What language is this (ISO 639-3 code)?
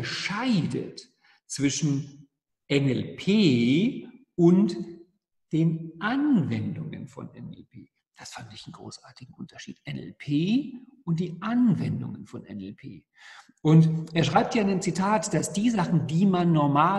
deu